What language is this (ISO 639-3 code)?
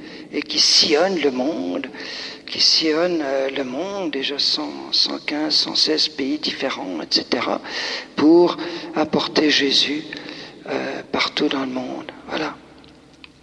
fra